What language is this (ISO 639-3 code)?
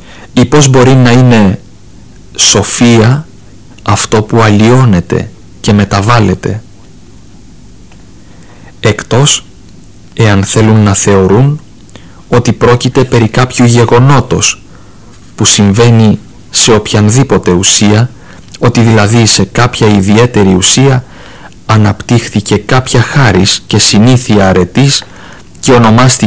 ell